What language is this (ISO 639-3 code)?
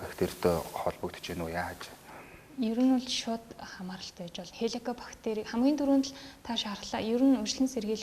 mon